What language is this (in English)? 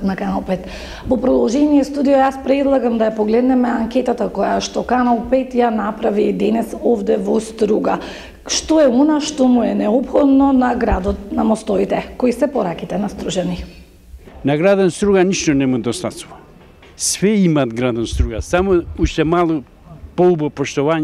Macedonian